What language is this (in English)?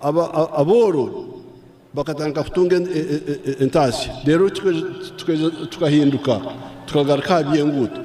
Nyankole